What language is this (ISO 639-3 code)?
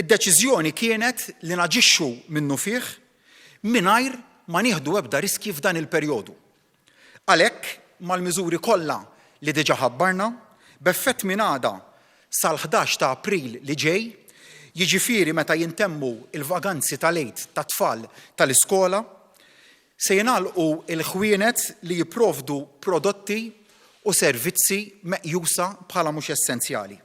mlt